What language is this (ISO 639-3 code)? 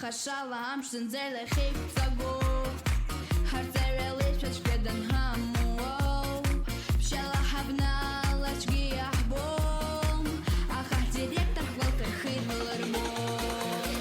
abk